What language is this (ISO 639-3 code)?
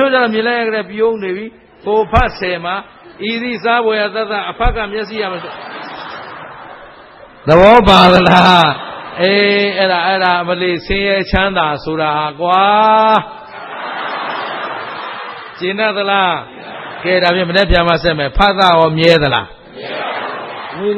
mya